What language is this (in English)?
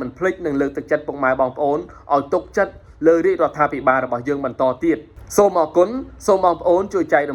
Khmer